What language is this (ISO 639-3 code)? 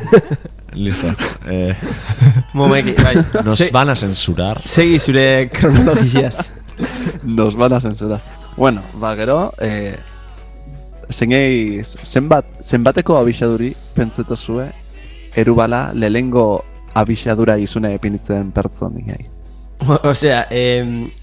eus